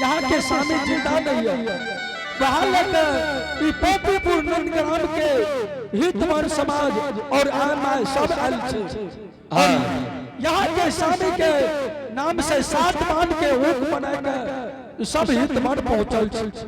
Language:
Angika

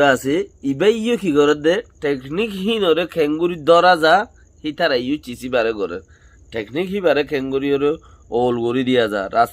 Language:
Rohingya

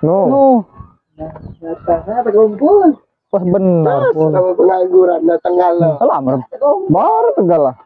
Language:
Musi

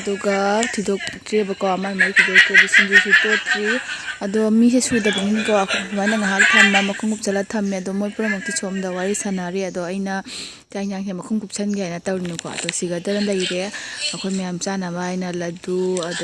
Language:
Manipuri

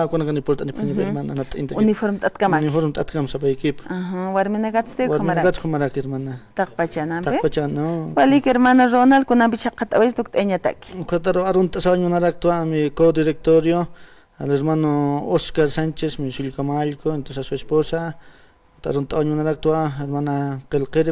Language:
Aymara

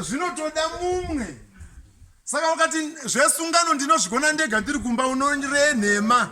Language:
Shona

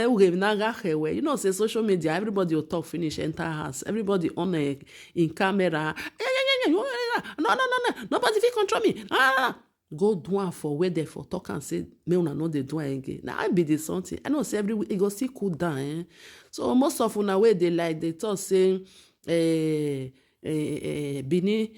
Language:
Nigerian Pidgin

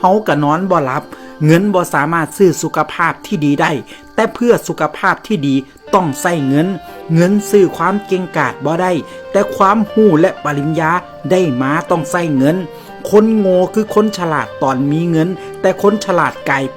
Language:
Lao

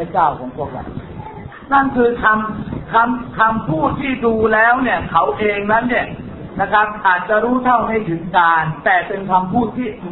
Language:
Thai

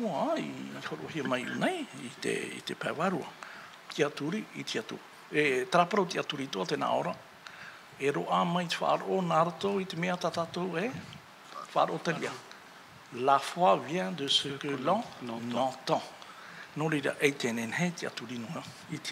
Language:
Tahitian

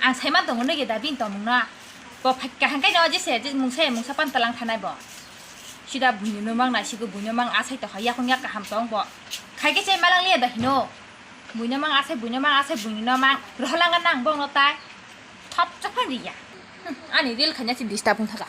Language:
Kok Borok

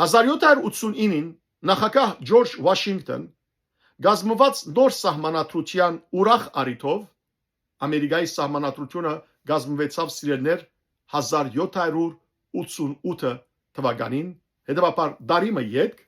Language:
Western Armenian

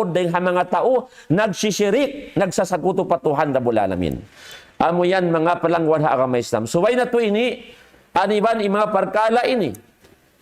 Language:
Tausug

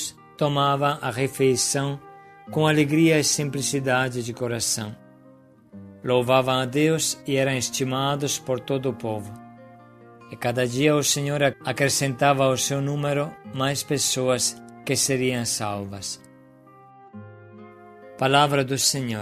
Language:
Portuguese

